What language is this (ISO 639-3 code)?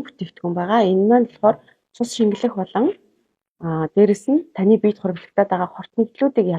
mon